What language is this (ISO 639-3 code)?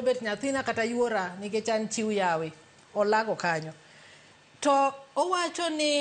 luo